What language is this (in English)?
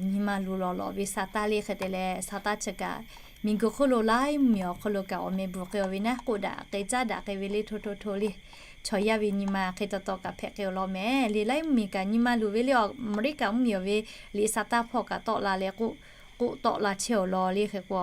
Lahu